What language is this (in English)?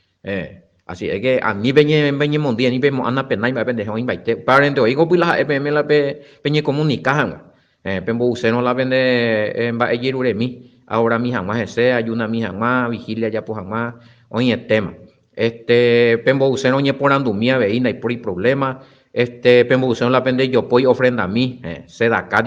Guarani